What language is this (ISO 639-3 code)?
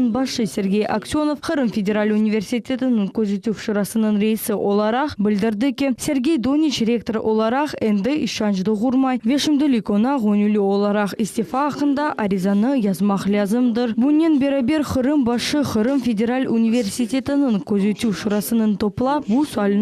crh